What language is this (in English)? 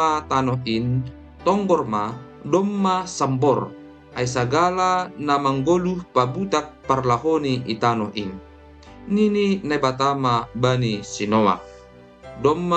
Batak Simalungun